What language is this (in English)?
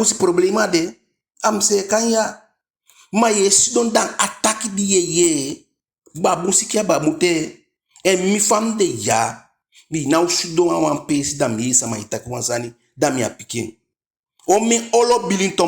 Eastern Maroon Creole